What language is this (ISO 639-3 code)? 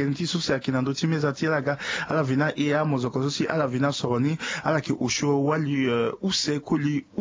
sag